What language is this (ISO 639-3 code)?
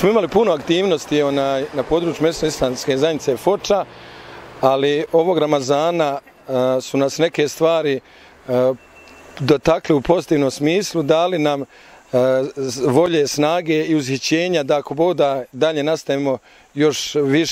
bos